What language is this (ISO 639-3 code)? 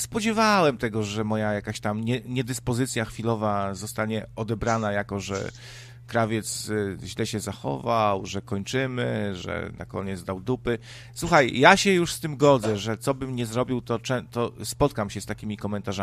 pol